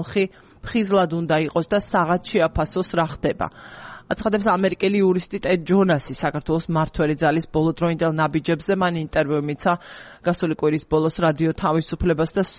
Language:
Georgian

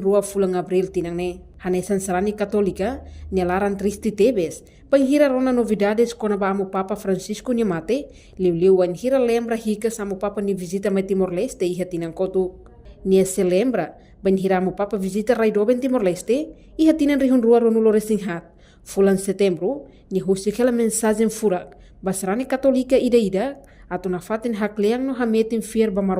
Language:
Tetum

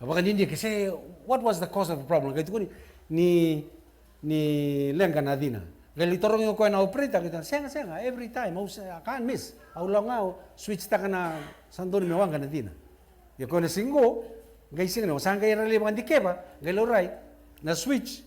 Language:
Fijian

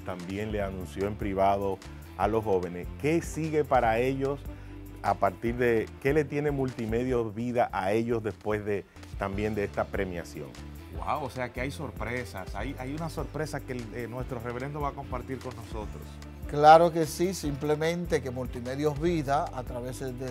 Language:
Spanish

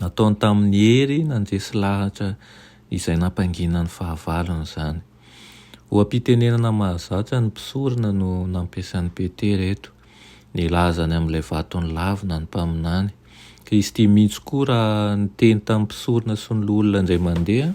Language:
Malagasy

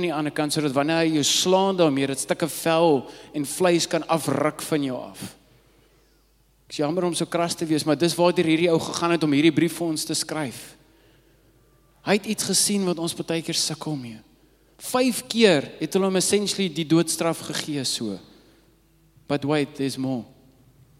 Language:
Afrikaans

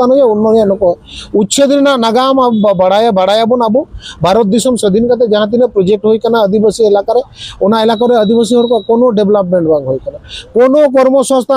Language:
Santali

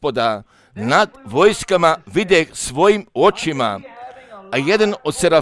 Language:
Croatian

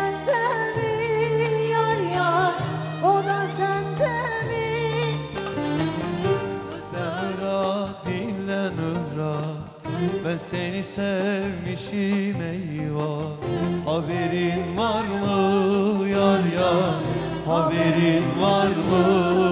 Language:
Turkish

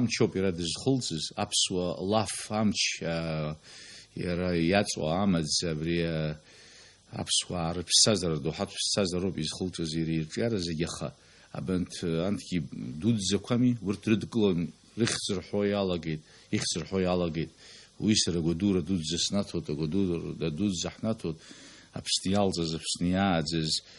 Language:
Abkhazian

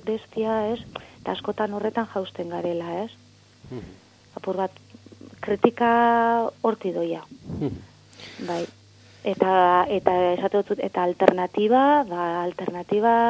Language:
Basque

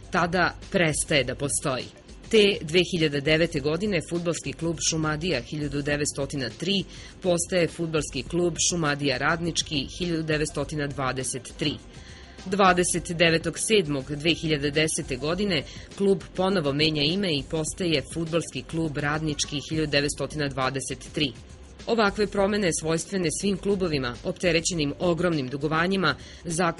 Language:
Serbian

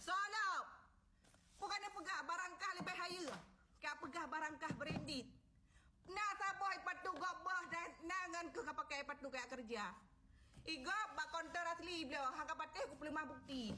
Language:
Achinese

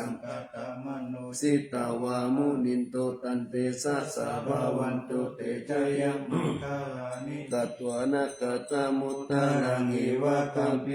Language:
Pali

